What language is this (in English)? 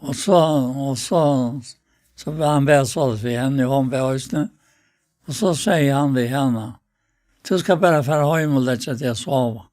Faroese